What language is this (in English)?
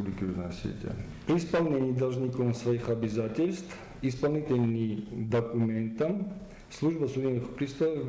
Ossetic